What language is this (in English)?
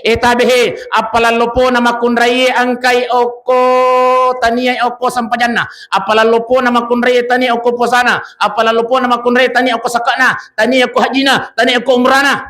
Buginese